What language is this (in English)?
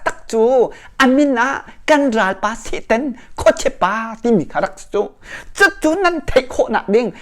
Hakha Chin